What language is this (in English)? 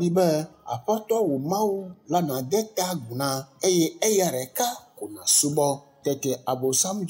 Ewe